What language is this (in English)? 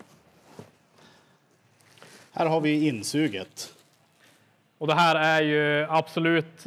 Swedish